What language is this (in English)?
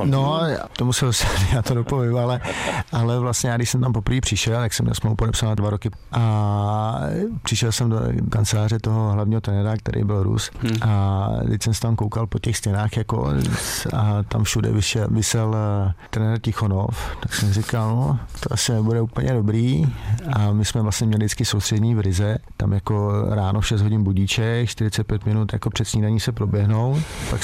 Czech